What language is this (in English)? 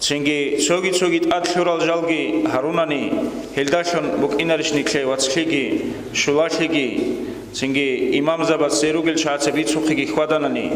Avaric